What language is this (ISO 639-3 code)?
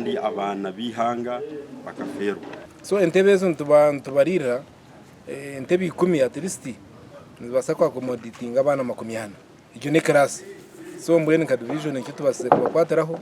nyn